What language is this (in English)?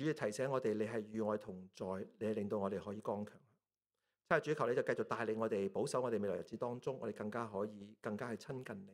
Cantonese